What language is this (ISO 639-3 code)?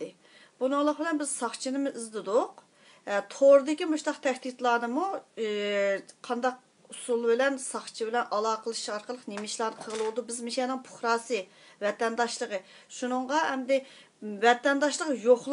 uig